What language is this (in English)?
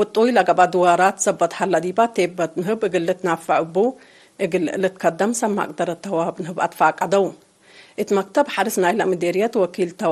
Tigre